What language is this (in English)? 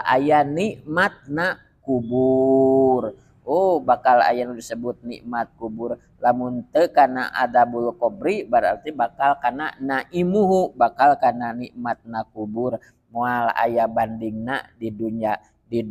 Sundanese